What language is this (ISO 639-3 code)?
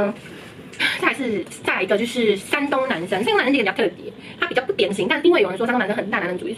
zho